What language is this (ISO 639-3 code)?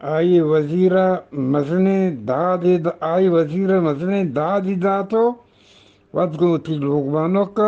bgp